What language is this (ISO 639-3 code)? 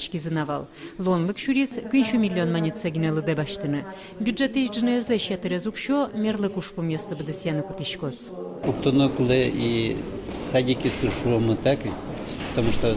udm